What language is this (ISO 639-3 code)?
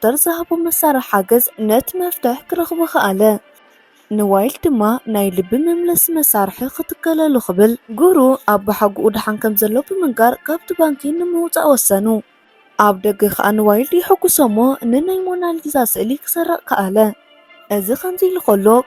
tir